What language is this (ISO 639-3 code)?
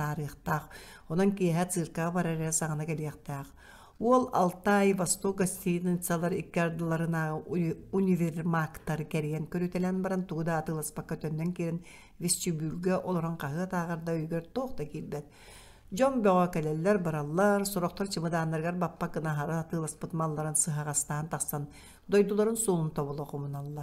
sah